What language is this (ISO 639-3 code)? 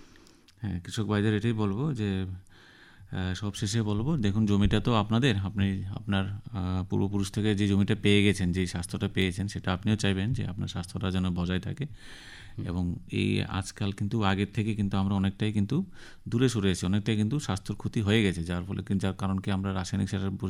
ben